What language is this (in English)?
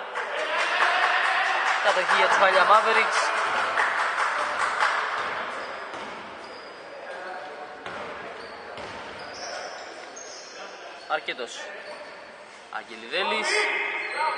Greek